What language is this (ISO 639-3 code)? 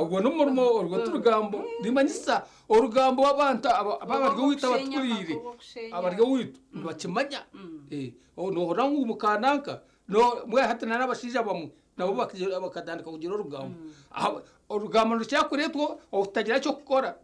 nyn